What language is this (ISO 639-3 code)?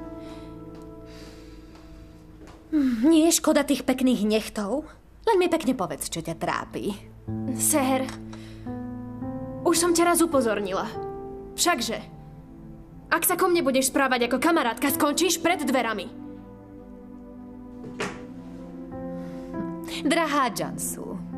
slk